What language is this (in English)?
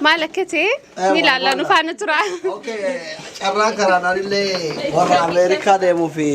Oromo